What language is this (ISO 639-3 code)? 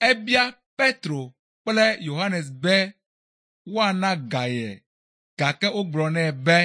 ewe